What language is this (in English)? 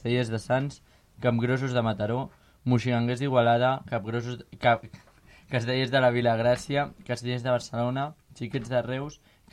Catalan